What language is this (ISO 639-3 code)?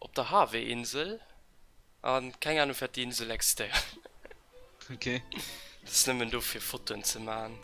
ltz